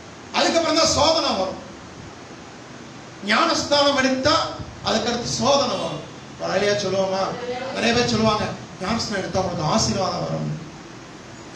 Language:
Tamil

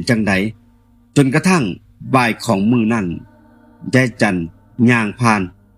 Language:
Northeastern Thai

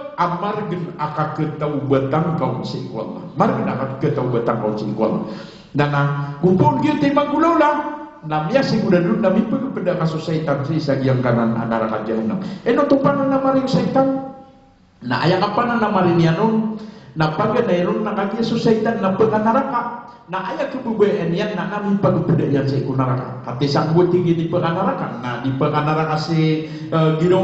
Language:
Maranao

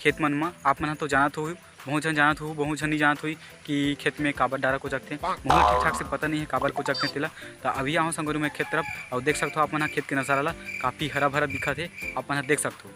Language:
Chhattisgarhi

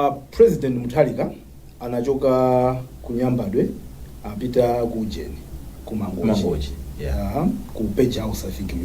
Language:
Nyanja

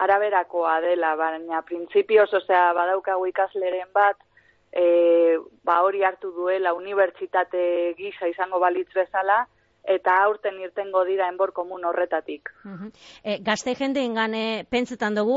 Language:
Basque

